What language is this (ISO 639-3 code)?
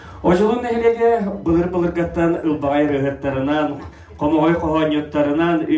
sah